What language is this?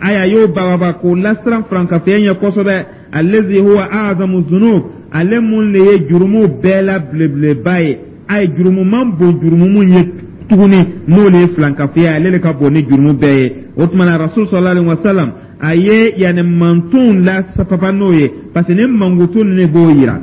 Dyula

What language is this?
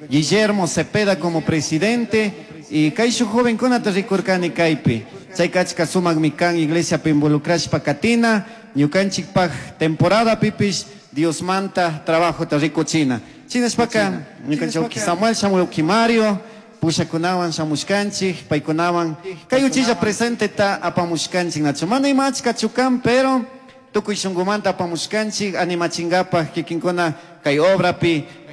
Chimborazo Highland Quichua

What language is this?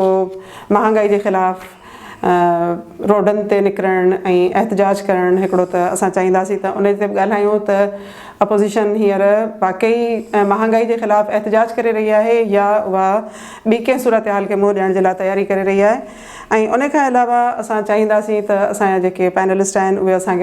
Sindhi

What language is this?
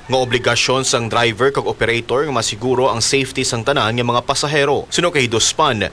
Hiligaynon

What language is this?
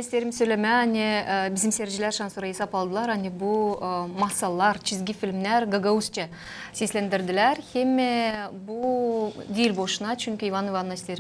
Gagauz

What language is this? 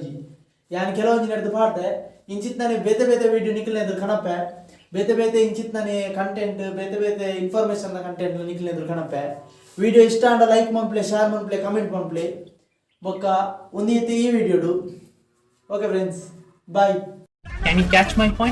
Tulu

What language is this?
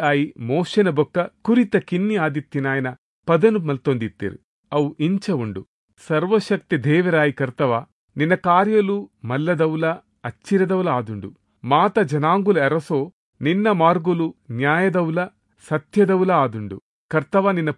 Tulu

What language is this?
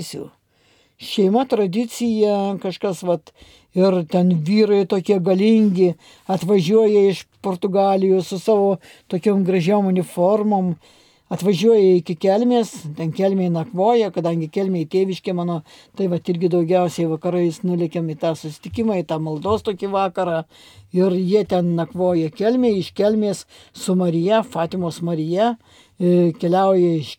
Lithuanian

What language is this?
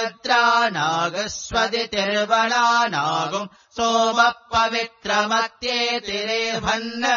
Sanskrit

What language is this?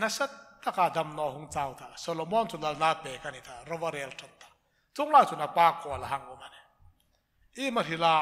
Hmar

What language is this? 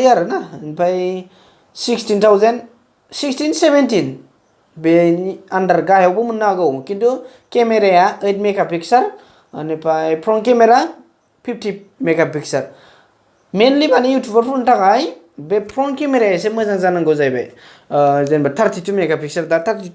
Bodo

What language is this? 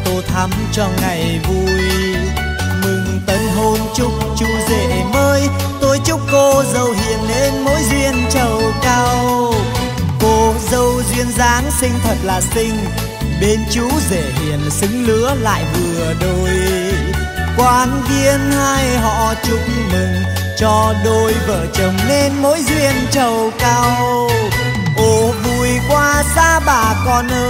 Vietnamese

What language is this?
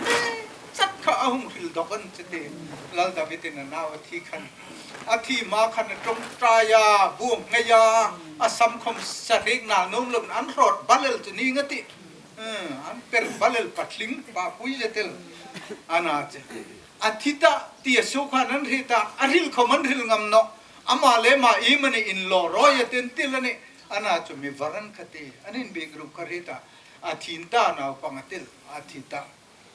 Hmar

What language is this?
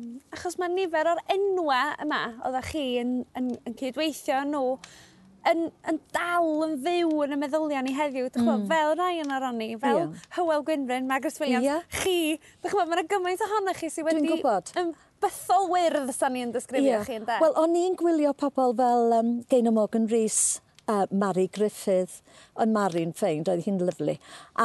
Welsh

